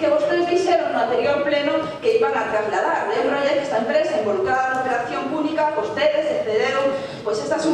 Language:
Galician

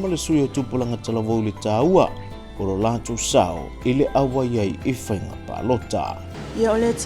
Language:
Samoan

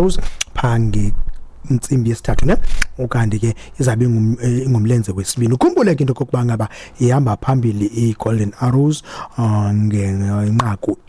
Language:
Xhosa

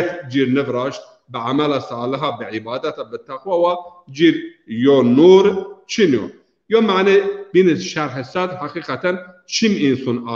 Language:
Zaza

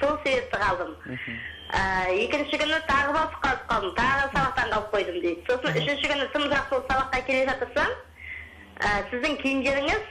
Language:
Kara-Kalpak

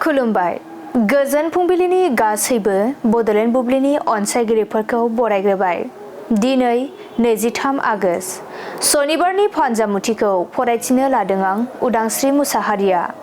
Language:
Bodo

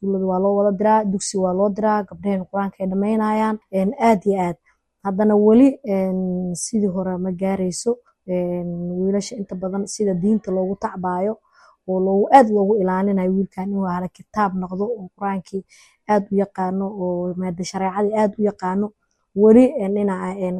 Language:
Somali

